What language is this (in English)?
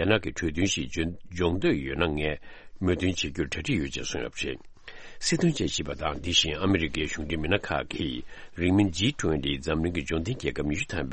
Tibetan